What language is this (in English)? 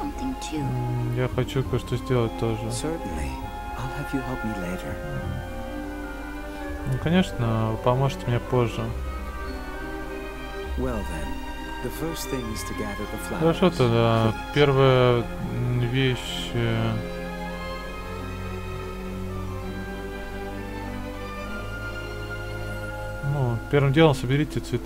Russian